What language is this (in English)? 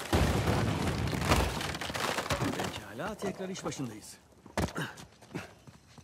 Turkish